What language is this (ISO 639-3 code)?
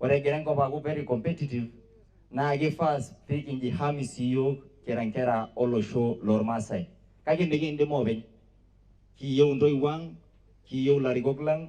mas